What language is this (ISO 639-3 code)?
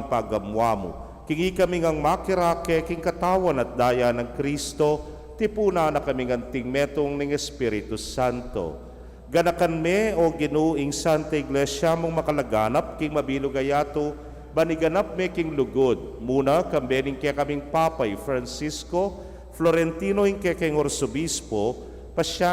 pam